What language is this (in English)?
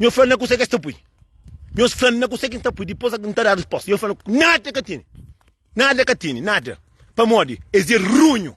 Kabuverdianu